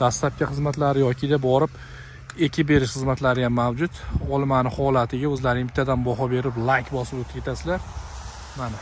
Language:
Uzbek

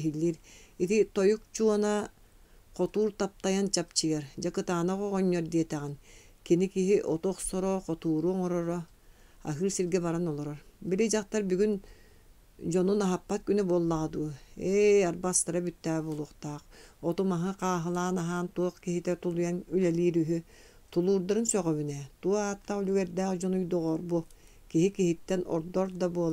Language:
Yakut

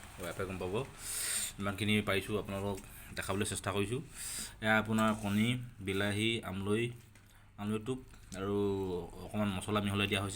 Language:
Assamese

